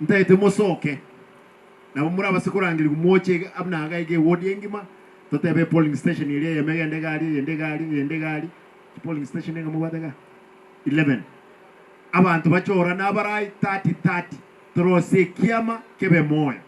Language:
Gusii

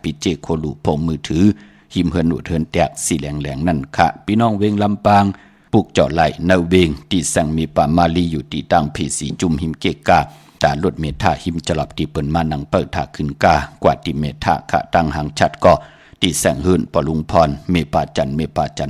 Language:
Shan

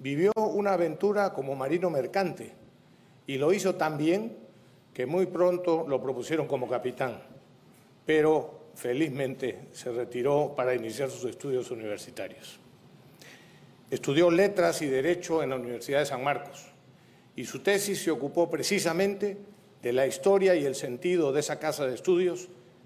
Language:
Spanish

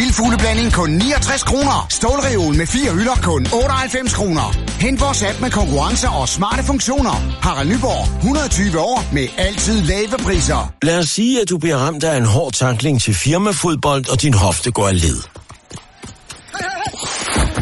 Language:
Danish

